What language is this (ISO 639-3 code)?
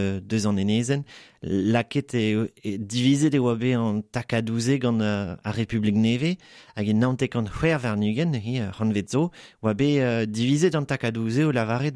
bre